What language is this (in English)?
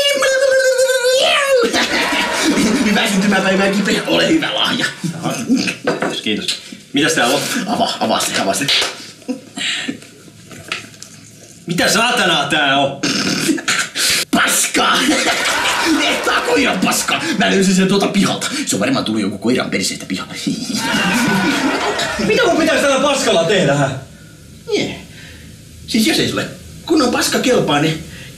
Finnish